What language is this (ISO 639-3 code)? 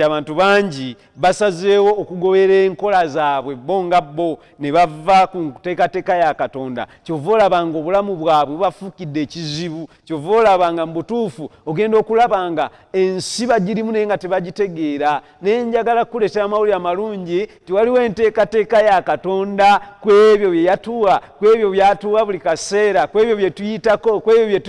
lug